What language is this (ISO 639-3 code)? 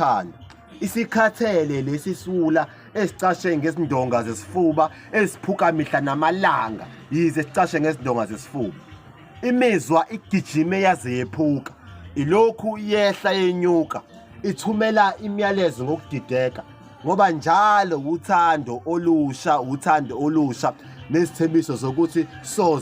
zul